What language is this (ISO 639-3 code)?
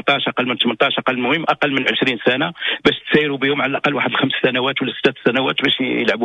ary